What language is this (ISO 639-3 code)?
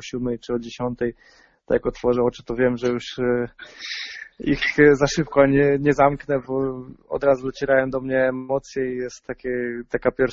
pol